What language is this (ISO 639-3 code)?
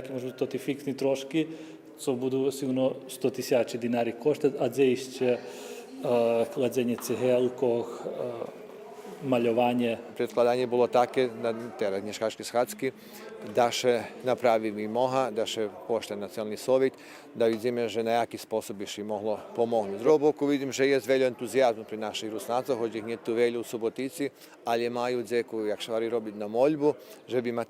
rue